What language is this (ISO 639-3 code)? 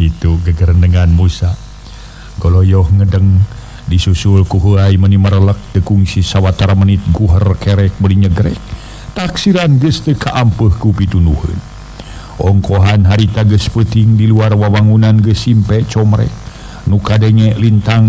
sun